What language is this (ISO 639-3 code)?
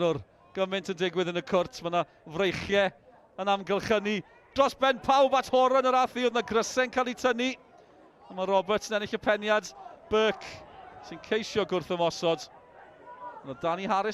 cym